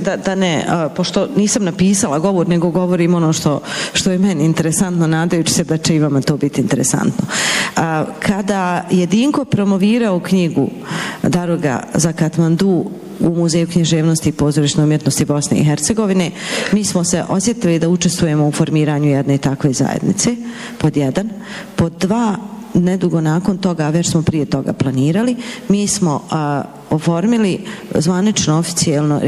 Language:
Bosnian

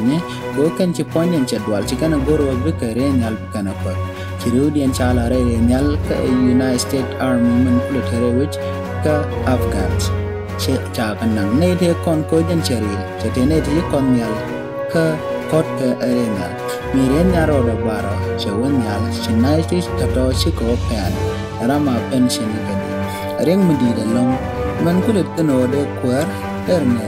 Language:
Nuer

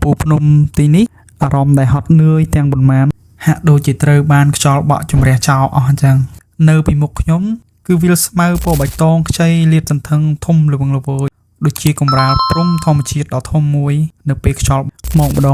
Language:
Khmer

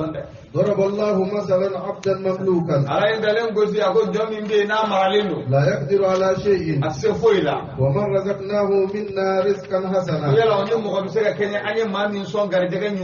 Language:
Bambara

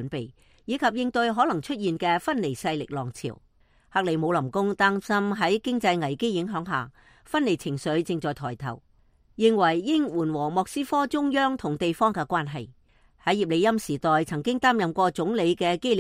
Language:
Cantonese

